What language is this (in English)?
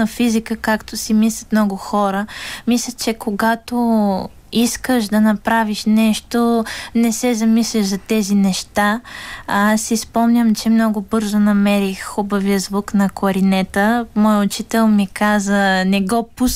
Bulgarian